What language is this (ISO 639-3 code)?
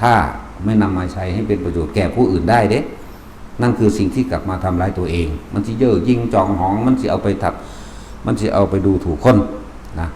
tts